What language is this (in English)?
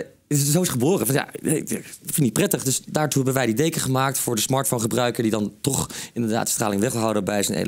Dutch